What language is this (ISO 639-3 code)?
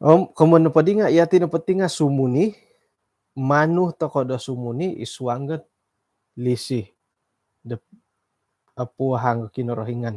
dtp